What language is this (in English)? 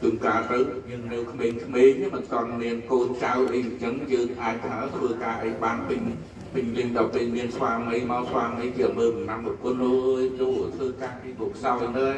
Khmer